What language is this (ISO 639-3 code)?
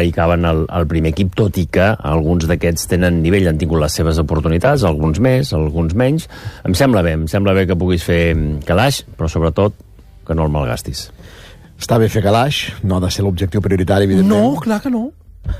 cat